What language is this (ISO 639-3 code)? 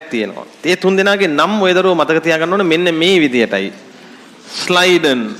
sin